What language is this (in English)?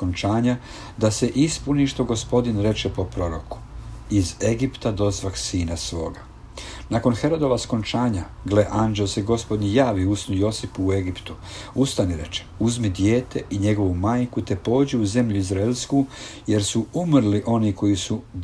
Croatian